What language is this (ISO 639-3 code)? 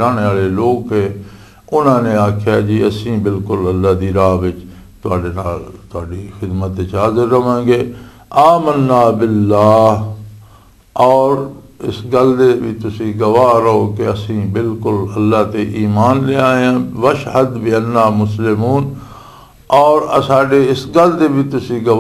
lah